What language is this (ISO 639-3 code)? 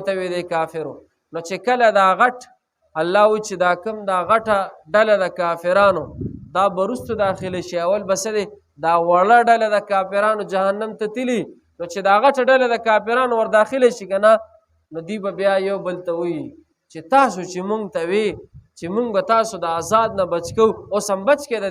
pus